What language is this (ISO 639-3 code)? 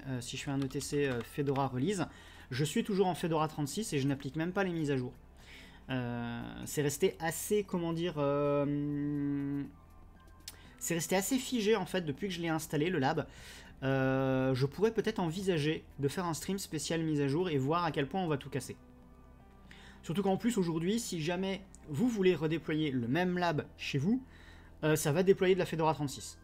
fra